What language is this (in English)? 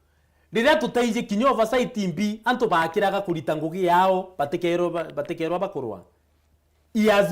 Meru